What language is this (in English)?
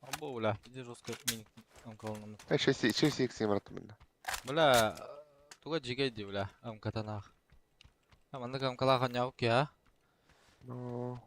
Yakut